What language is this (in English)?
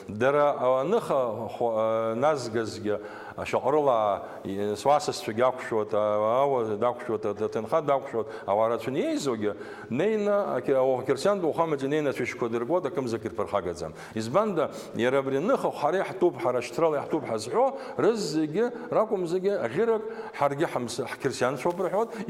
Abkhazian